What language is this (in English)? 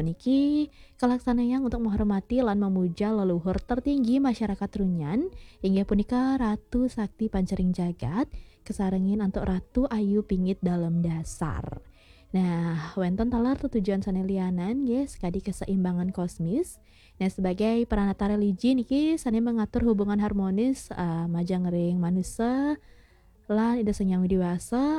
Balinese